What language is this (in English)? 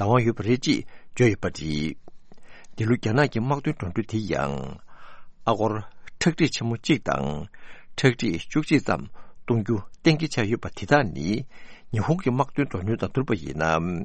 Tibetan